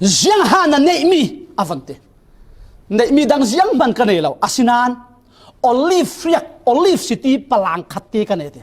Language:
Falam Chin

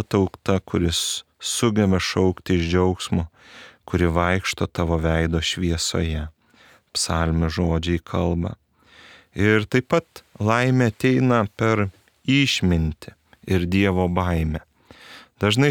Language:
Lithuanian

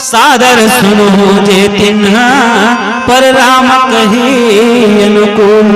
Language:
Chhattisgarhi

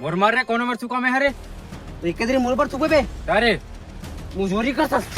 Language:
Chhattisgarhi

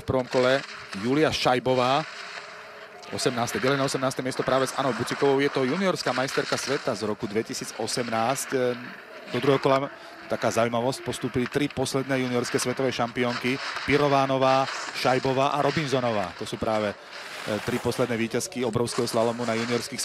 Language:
Slovak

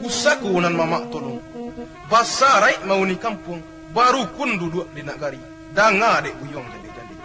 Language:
Minangkabau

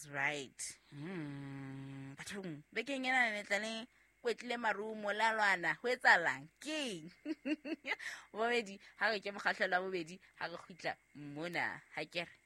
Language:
Southern Sotho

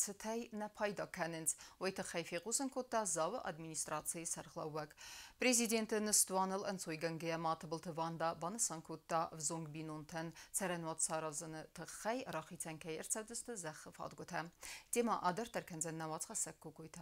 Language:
Ossetic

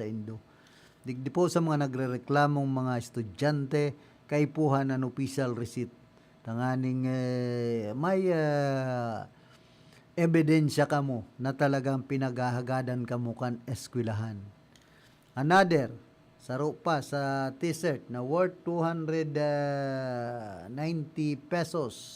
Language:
Bikol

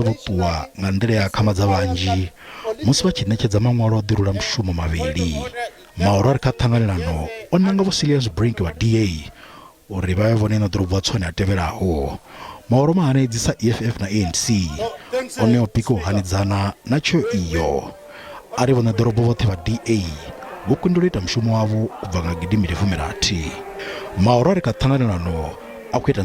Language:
Venda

